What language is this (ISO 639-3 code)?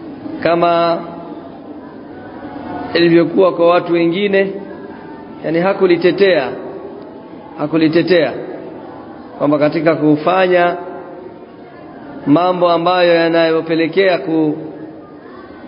swa